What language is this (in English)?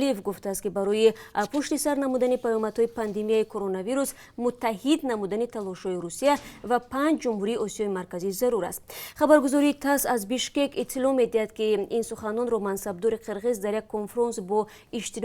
Tajik